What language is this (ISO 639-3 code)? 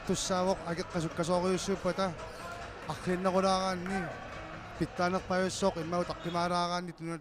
kal